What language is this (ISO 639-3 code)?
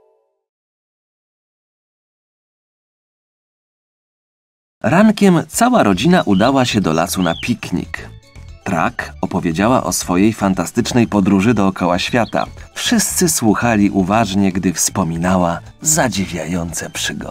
pol